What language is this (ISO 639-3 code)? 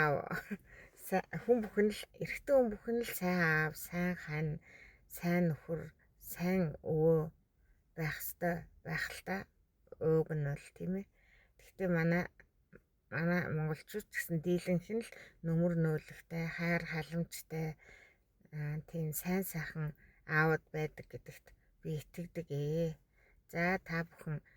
mon